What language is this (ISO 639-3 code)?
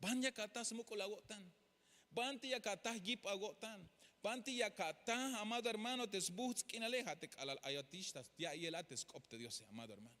tzh